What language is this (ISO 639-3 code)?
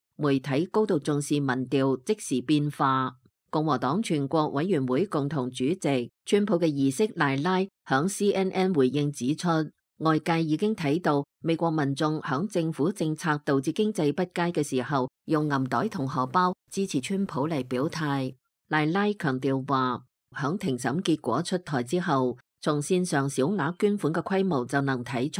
yue